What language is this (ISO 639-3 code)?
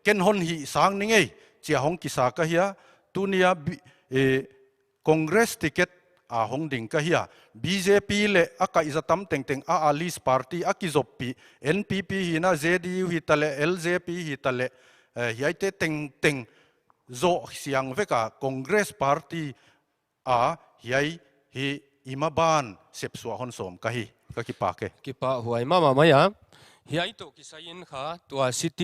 pck